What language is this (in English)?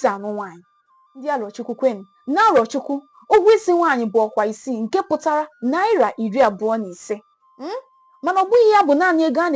Igbo